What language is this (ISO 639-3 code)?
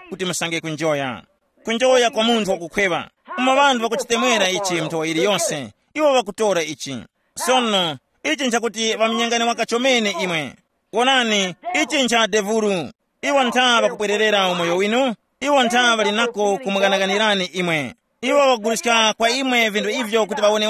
tum